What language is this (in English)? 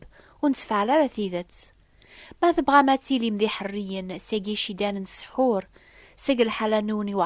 Kabyle